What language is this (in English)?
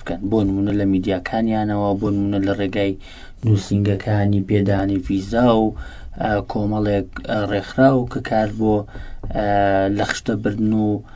Central Kurdish